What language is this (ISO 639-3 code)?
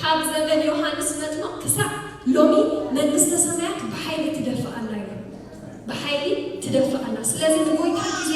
tir